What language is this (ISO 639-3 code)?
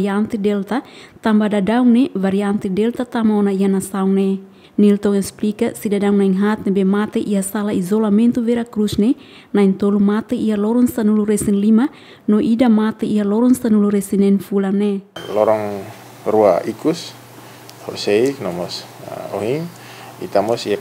tet